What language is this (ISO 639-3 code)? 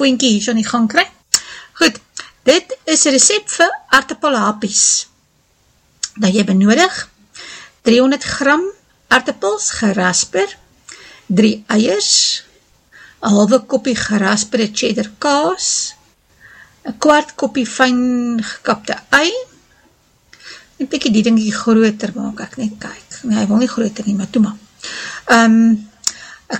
afr